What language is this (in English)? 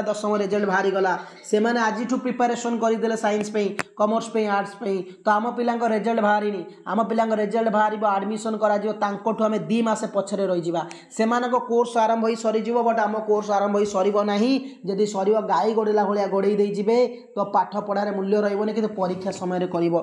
Odia